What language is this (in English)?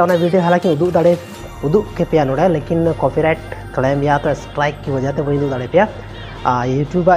Santali